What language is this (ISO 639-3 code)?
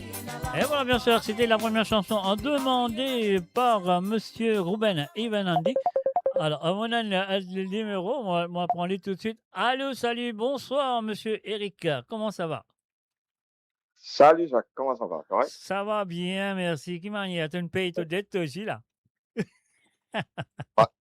mfe